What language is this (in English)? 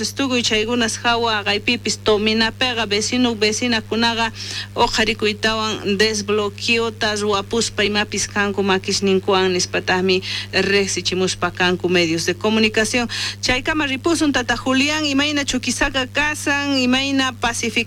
South Bolivian Quechua